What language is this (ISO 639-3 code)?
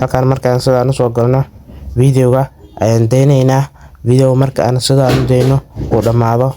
som